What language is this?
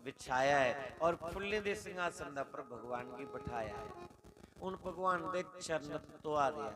Dogri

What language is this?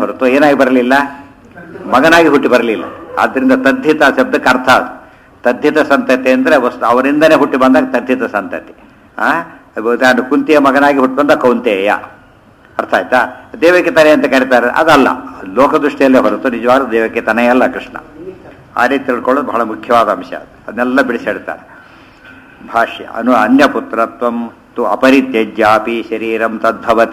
Kannada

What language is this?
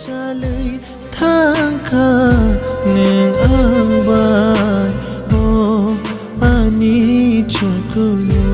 Kok Borok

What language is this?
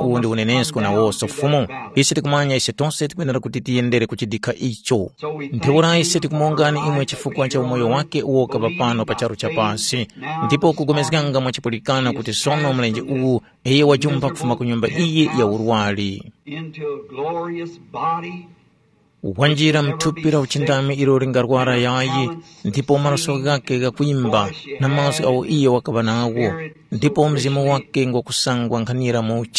Tumbuka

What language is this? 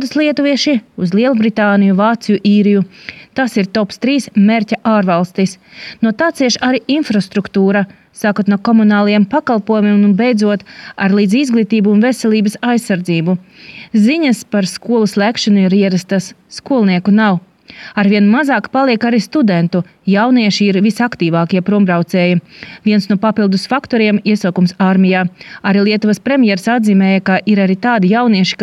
Latvian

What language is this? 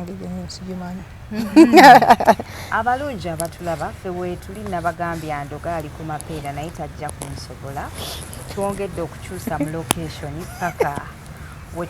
Ganda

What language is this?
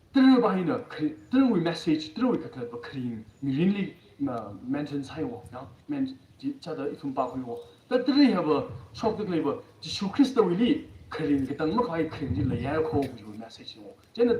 Tangkhul Naga (India)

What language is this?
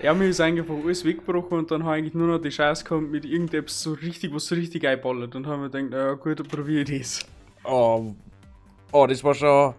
Bavarian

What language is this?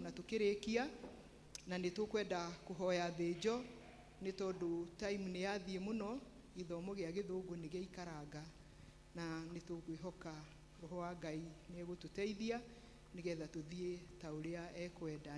Kikuyu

